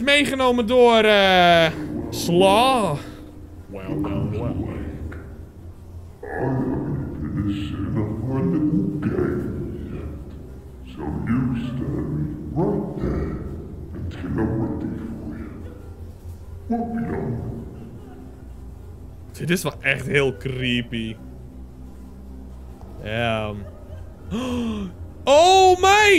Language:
Dutch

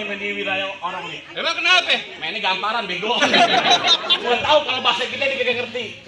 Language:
Betawi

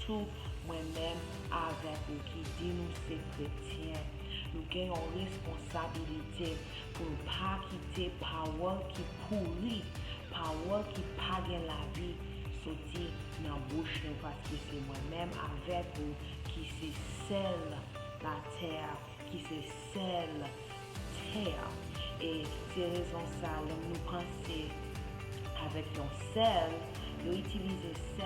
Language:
Haitian Creole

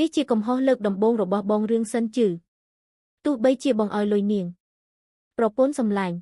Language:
Khmer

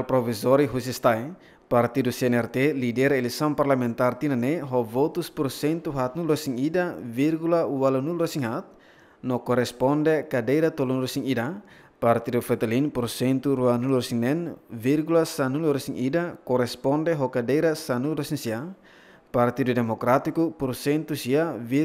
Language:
Tetum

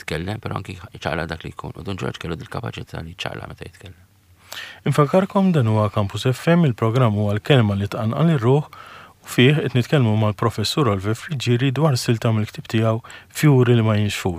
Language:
Maltese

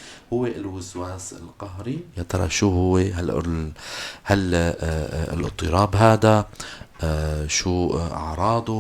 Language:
North Levantine Arabic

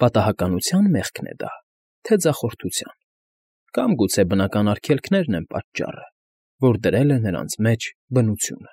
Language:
Armenian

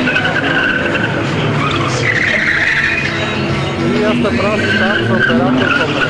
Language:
Bulgarian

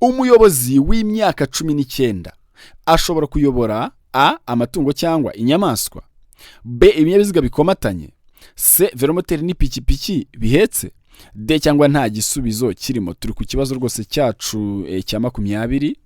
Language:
Kinyarwanda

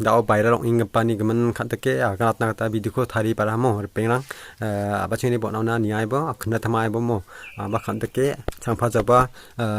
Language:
Garo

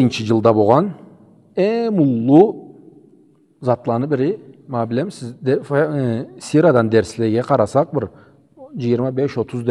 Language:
Karachay-Balkar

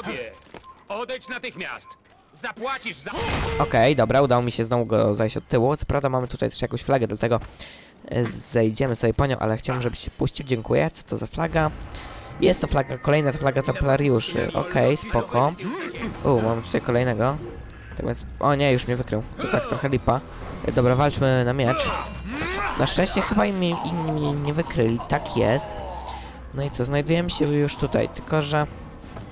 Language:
Polish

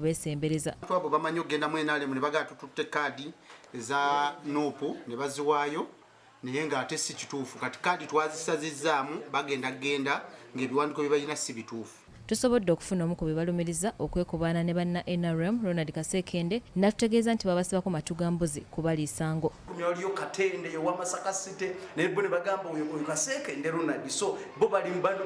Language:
Ganda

